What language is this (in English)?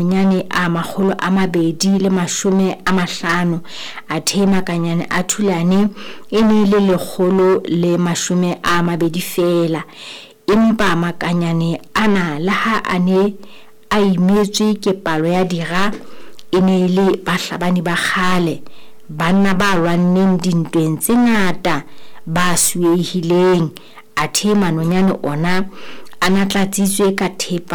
Southern Sotho